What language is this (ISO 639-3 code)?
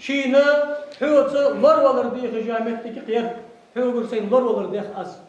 inh